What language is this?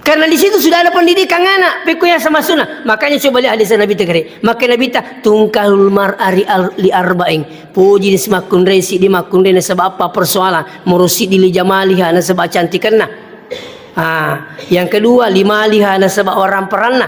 Buginese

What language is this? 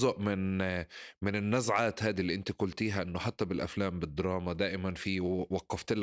North Levantine Arabic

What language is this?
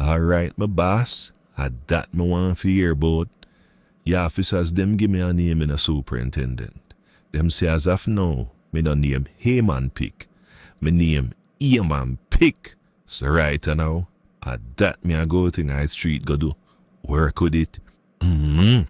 Jamaican Creole English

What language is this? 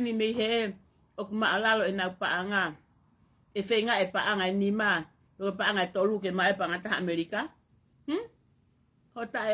Tongan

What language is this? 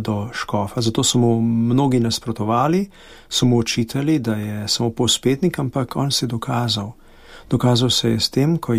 Slovenian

